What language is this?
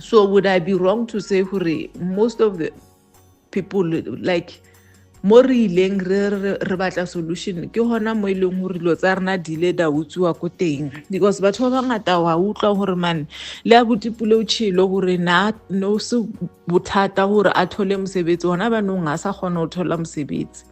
Southern Sotho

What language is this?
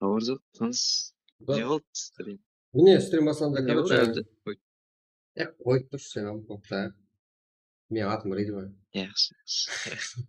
Kara-Kalpak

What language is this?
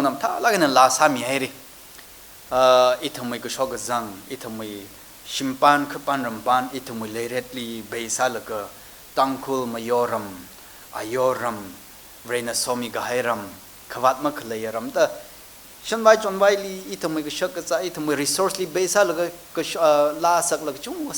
Tangkhul Naga (India)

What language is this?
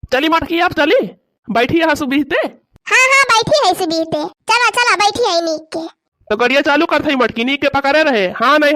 Awadhi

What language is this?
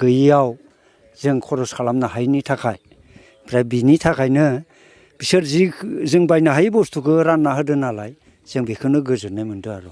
Bodo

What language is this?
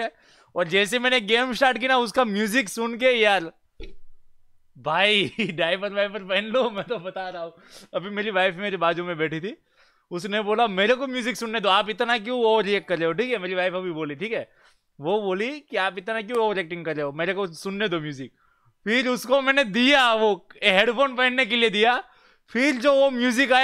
Hindi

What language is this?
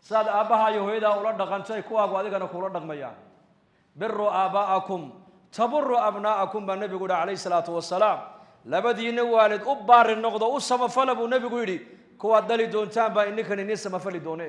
Somali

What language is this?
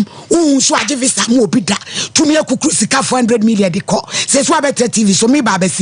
Akan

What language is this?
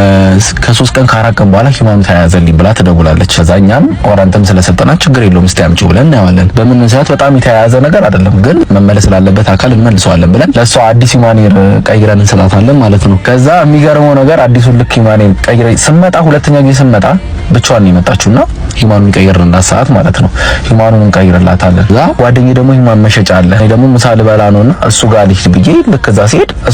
Amharic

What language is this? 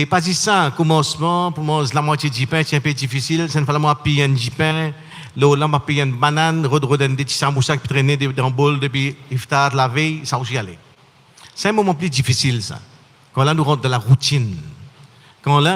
Morisyen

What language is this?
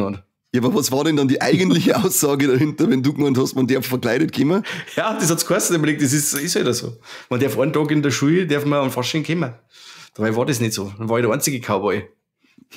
Bavarian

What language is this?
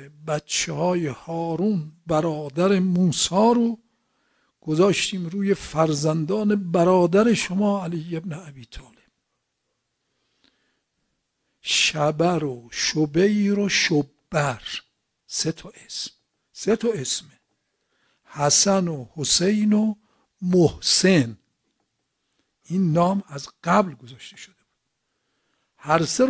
Persian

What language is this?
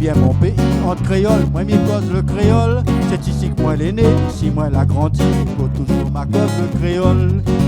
Réunion Creole French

